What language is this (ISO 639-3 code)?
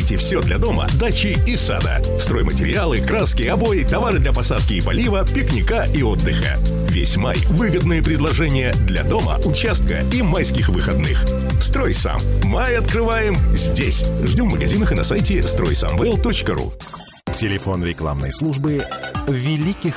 rus